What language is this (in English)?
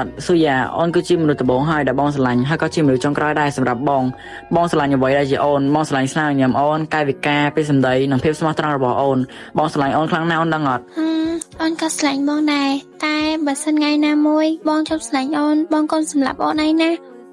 Khmer